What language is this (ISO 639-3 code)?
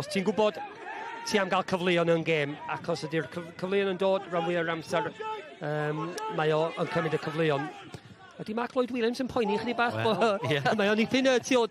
cym